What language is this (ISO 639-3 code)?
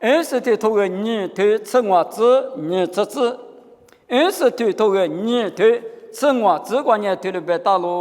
lis